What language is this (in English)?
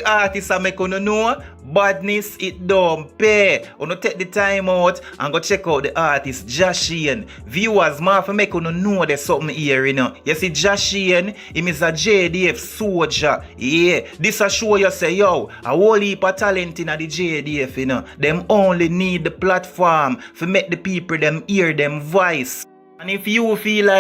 Jamaican Creole English